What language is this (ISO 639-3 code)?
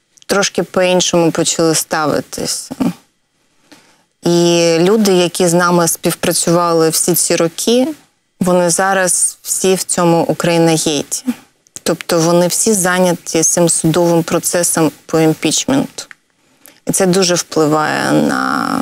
ukr